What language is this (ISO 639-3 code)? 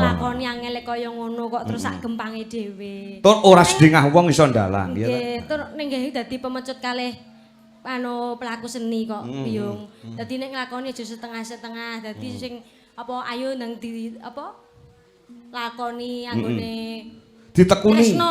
jav